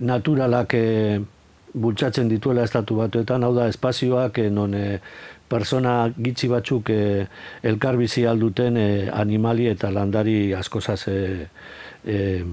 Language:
Basque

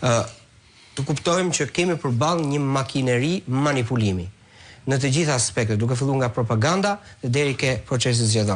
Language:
Albanian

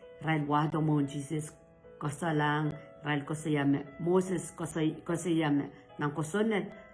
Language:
Pohnpeian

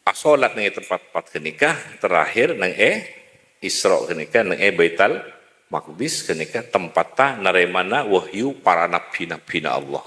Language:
Madurese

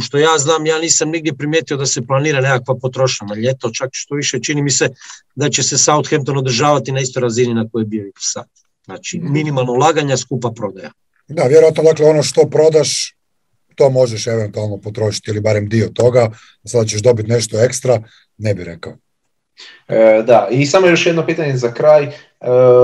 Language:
Croatian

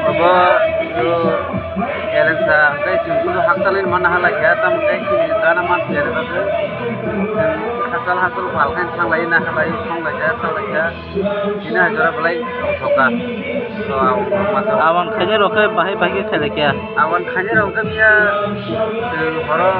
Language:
Kok Borok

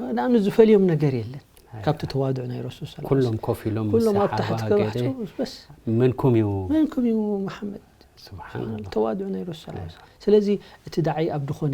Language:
Tigrinya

